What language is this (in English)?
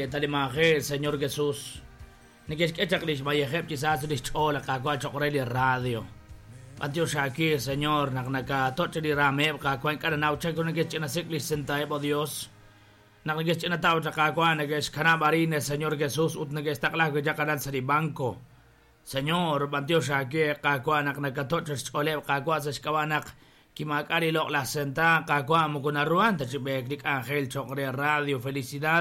Kekchí